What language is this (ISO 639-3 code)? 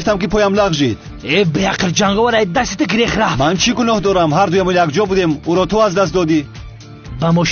tgk